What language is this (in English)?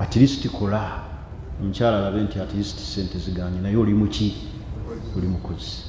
Ganda